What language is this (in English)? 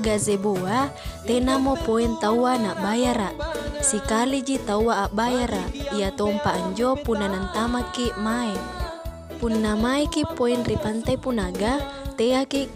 Makasar